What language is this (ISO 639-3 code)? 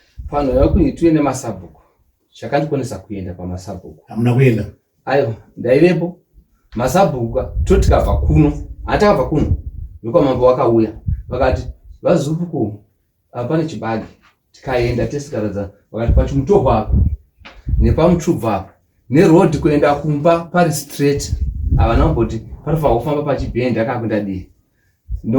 sna